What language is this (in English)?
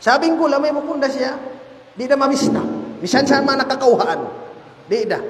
Tausug